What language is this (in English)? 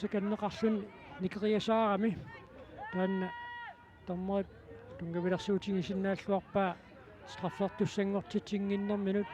Kalaallisut